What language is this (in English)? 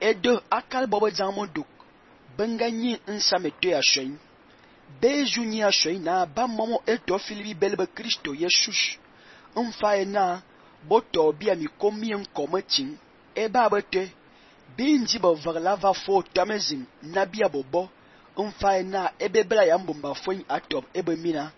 Fang